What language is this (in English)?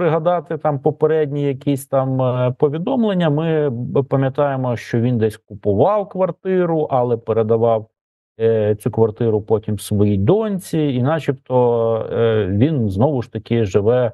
Ukrainian